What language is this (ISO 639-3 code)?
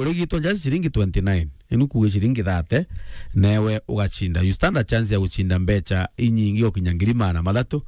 mer